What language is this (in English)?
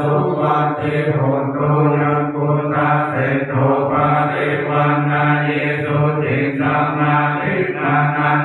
Pali